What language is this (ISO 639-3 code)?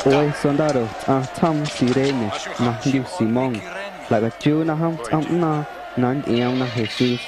amu